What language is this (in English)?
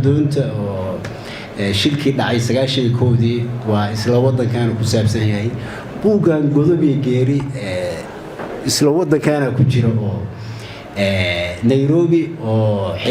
Somali